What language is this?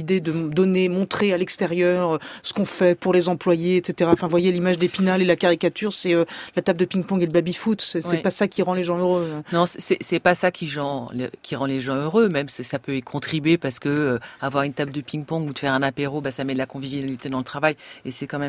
French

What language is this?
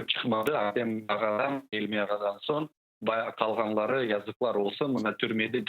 Crimean Tatar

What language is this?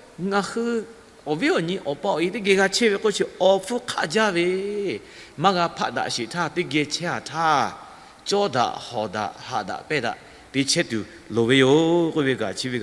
Lahu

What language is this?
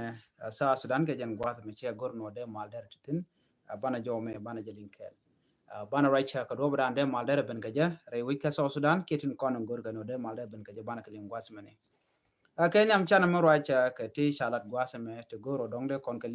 Nuer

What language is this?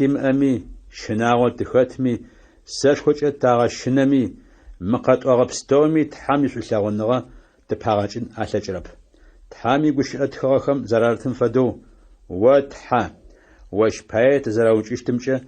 Adyghe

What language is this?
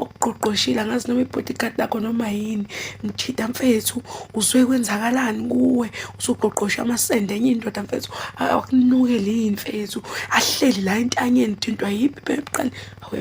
Zulu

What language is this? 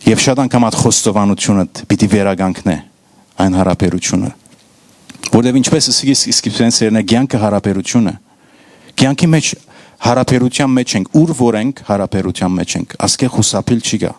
Western Armenian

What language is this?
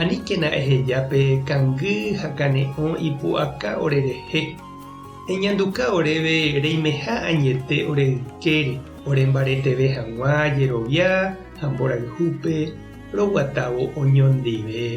Guarani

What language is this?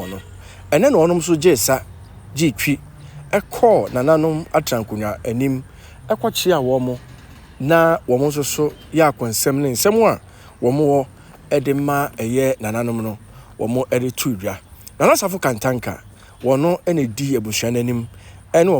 Akan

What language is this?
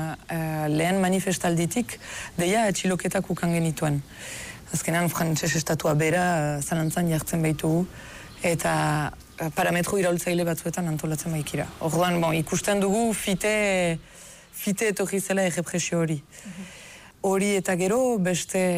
Basque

